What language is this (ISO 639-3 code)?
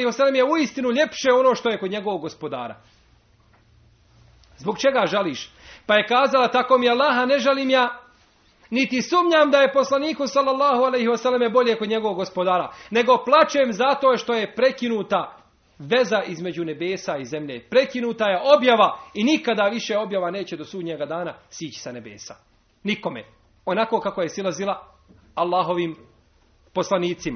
bos